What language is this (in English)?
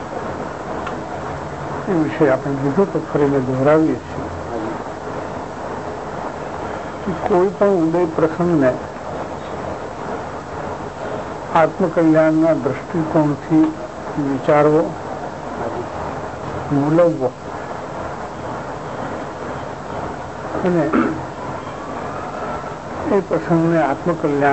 Gujarati